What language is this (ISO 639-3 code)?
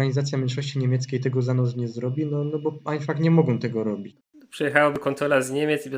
szl